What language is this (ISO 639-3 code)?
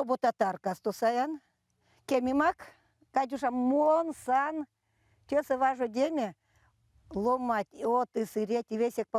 myv